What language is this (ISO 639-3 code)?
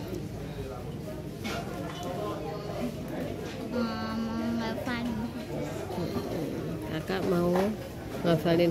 ind